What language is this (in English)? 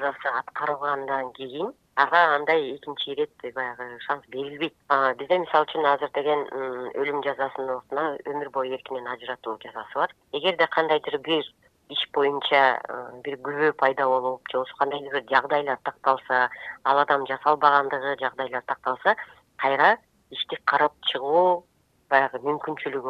Kyrgyz